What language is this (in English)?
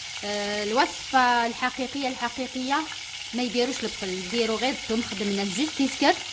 Algerian Arabic